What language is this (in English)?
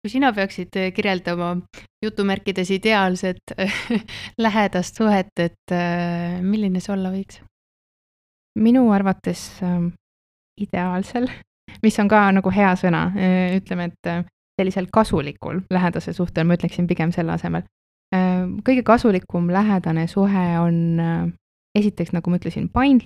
Estonian